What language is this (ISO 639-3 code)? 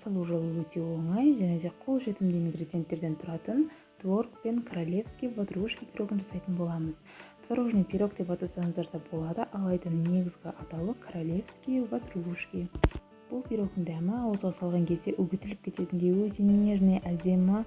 kaz